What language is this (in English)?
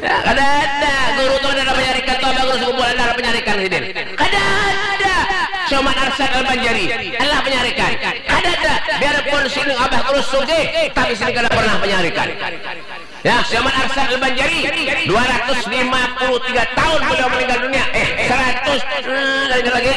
Banjar